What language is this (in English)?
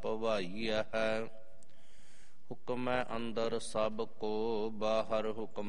Punjabi